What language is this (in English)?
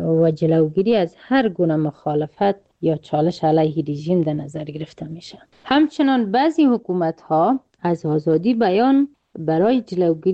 Persian